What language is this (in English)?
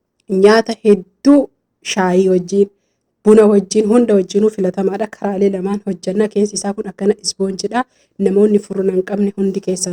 Oromo